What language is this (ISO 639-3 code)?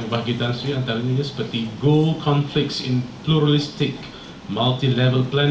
msa